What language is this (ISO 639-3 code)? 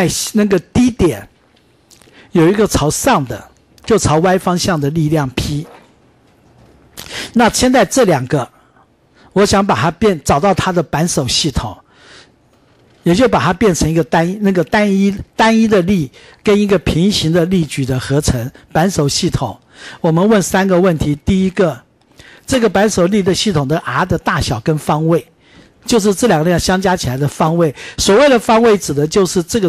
zho